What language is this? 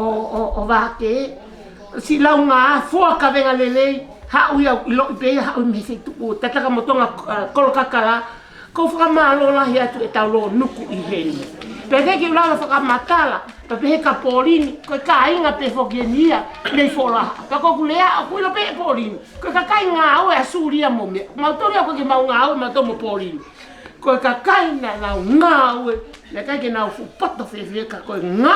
Tongan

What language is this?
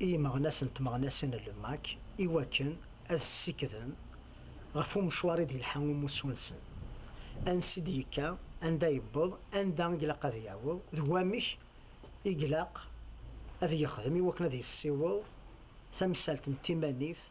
Kabyle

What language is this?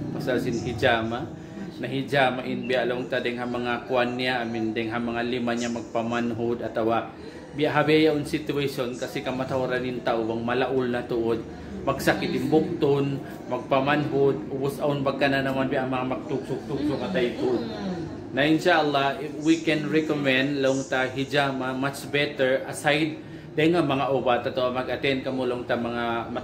Tausug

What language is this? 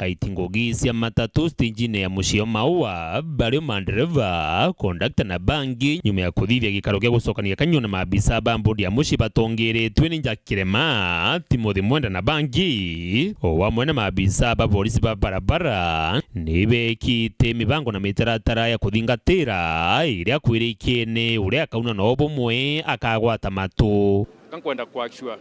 Meru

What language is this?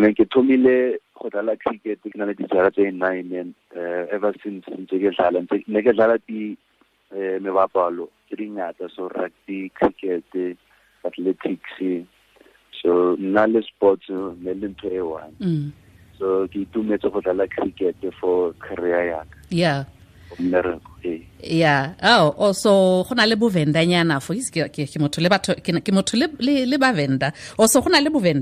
Tswana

